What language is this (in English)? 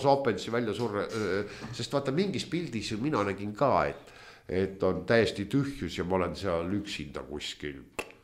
Estonian